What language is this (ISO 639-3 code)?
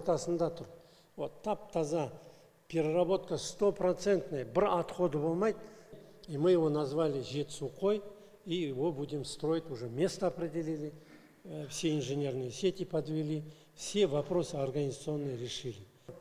kaz